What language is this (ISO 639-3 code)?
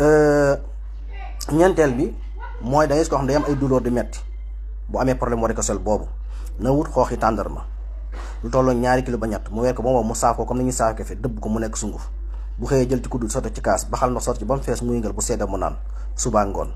wol